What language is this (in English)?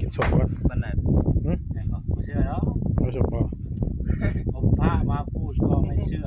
Northeastern Thai